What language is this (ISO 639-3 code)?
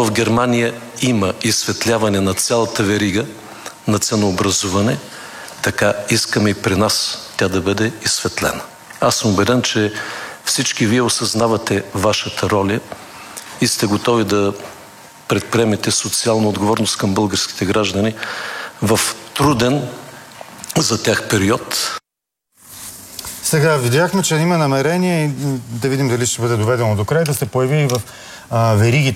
bul